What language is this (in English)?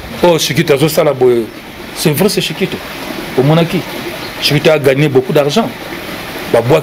Lingala